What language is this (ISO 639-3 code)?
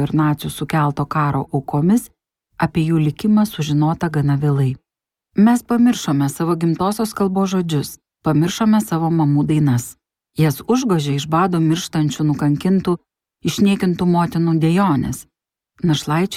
lit